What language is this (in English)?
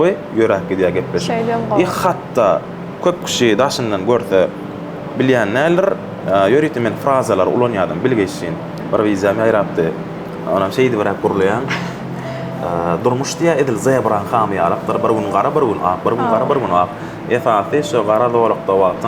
Turkmen